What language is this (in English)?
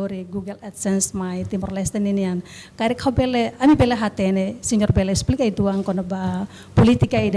Tetum